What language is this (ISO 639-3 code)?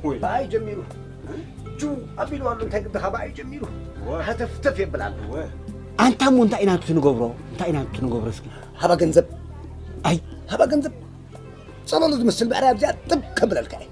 tir